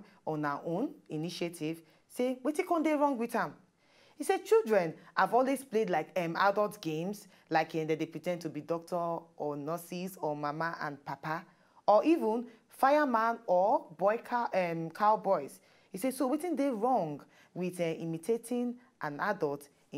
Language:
Nigerian Pidgin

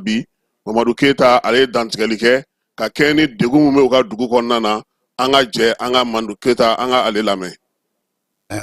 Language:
Bambara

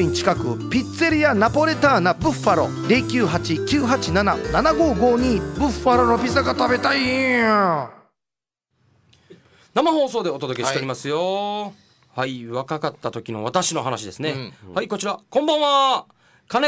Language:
Japanese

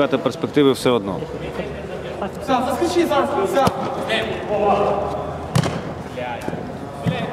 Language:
Ukrainian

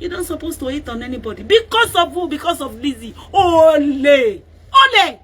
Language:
Yoruba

